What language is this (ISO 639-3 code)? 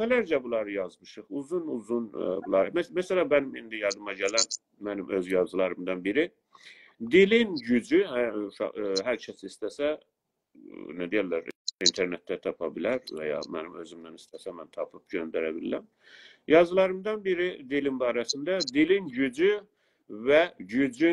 azb